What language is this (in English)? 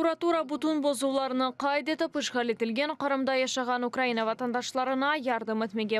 Crimean Tatar